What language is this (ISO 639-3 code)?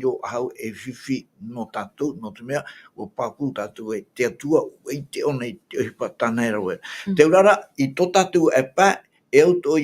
tah